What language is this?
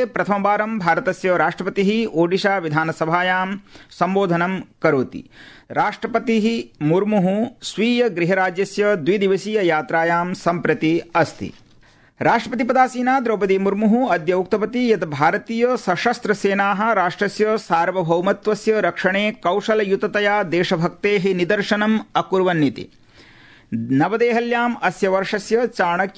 Sanskrit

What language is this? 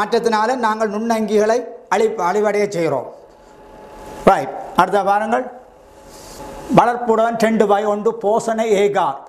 Tamil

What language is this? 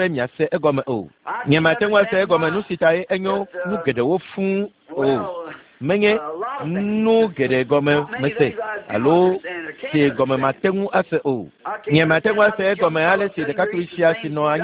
Ewe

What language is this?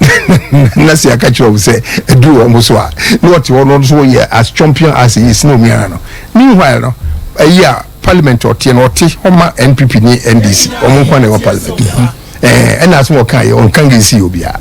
Akan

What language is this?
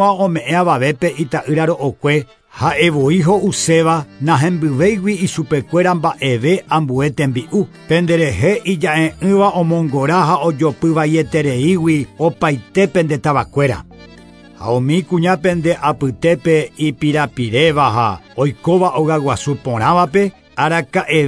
Guarani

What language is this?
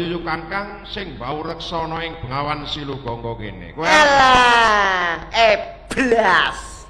Javanese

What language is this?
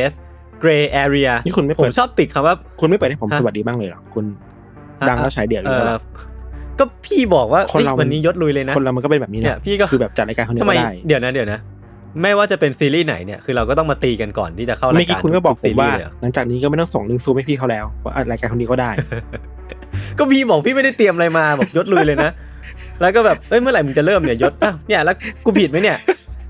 Thai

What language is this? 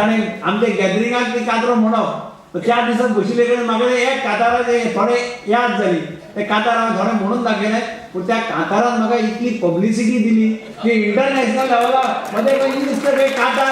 Konkani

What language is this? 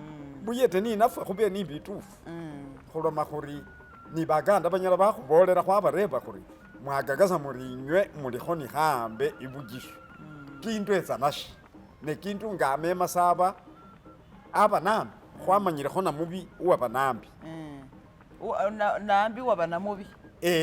Masaaba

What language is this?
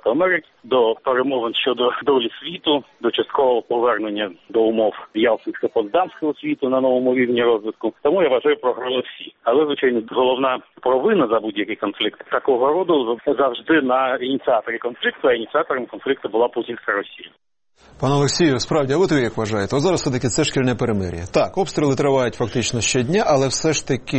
Ukrainian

